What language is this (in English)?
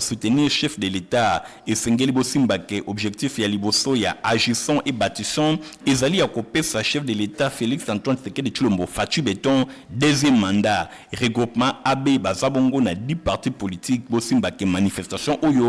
Lingala